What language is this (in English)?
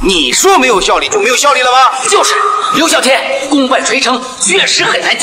Chinese